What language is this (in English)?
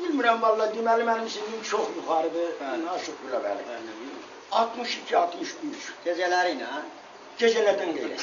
South Azerbaijani